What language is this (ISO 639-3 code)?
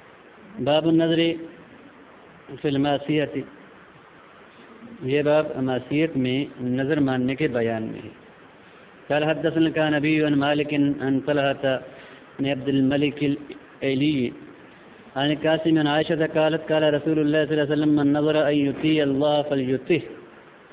urd